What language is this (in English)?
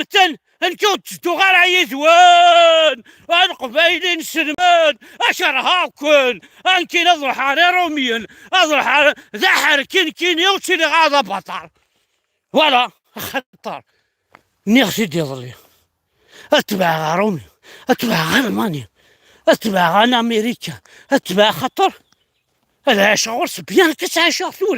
Kabyle